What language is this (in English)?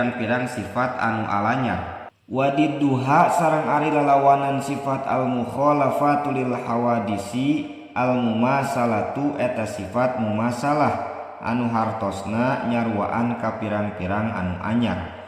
Sundanese